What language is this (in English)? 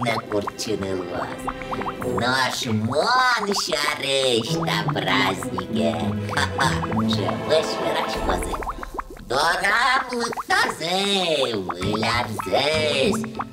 Udmurt